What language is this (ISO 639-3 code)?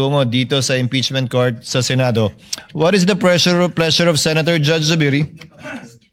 fil